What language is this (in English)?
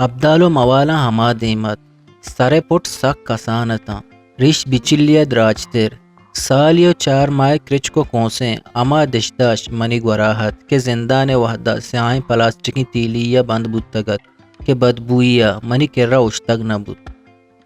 Eastern Balochi